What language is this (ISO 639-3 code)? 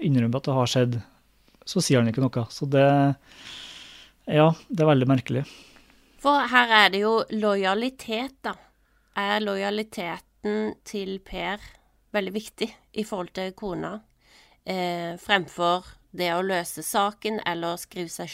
nor